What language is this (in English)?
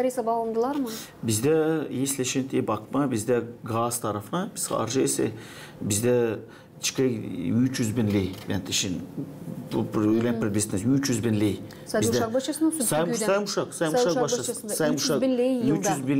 Gagauz